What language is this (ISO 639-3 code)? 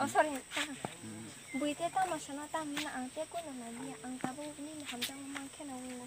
trp